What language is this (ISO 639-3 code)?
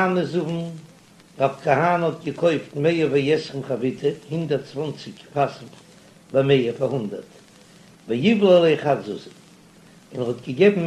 yid